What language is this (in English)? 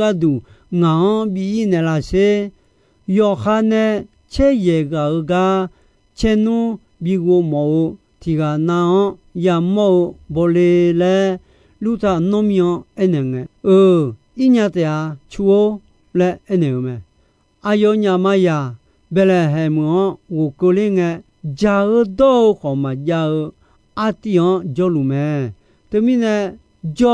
Akha